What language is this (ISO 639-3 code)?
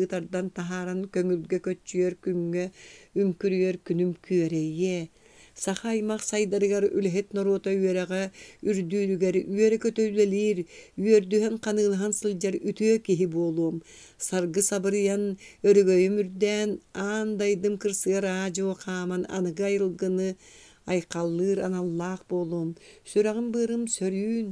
sah